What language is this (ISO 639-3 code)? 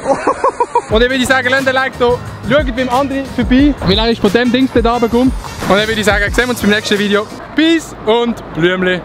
gsw